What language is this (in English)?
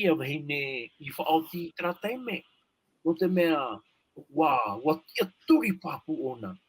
Tahitian